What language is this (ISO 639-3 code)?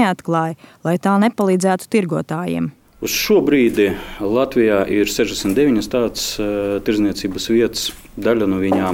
lav